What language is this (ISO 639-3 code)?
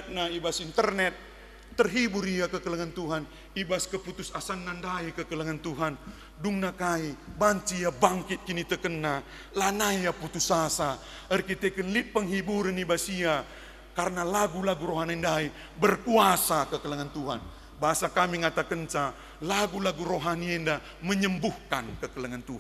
btx